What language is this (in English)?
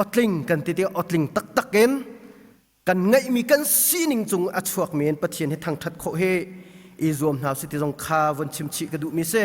Hakha Chin